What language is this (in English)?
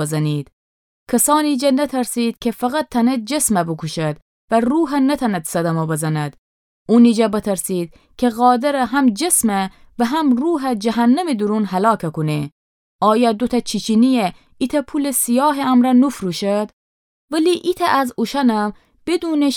Gilaki